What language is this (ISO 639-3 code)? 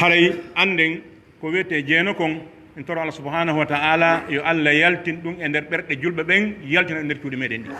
fuf